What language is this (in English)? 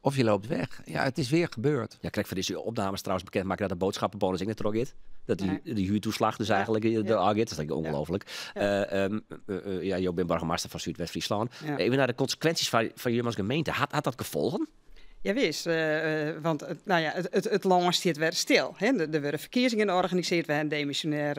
Western Frisian